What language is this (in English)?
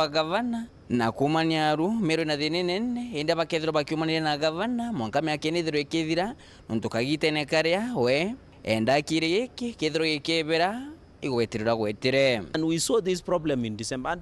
Meru